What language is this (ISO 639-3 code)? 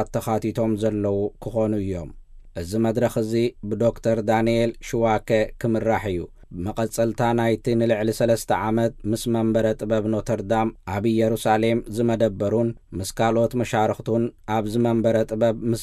tir